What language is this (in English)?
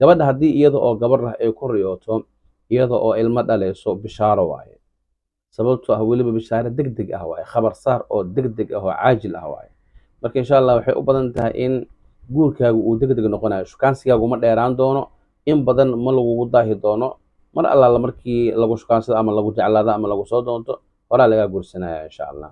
Somali